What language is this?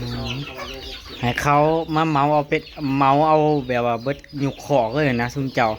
Northeastern Thai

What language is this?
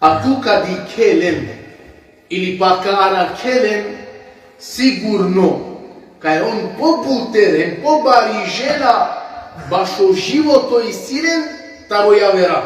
Balkan Romani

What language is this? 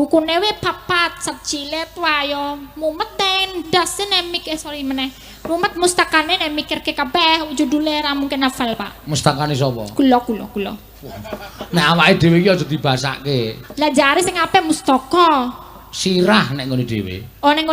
Javanese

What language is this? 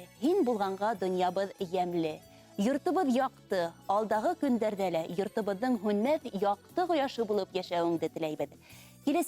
Bashkir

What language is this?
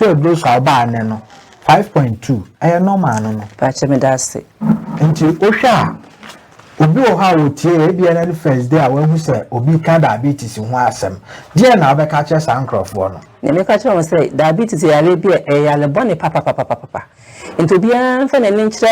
Akan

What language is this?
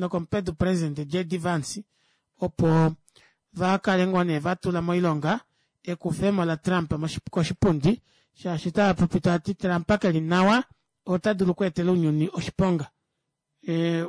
Kuanyama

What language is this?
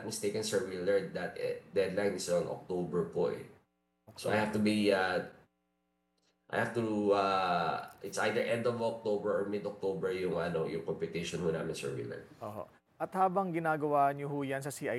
Filipino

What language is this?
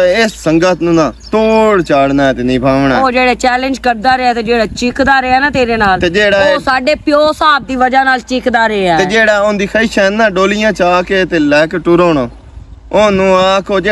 Western Panjabi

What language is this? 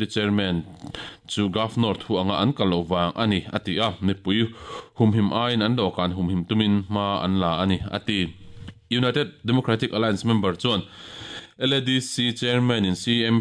Mizo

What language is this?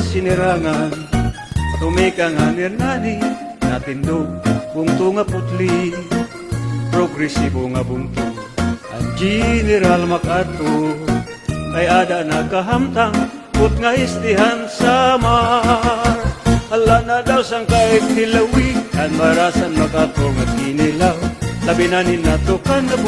Waray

